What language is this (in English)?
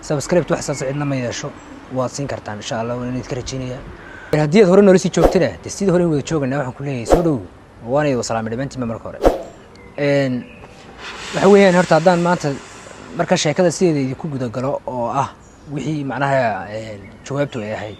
Somali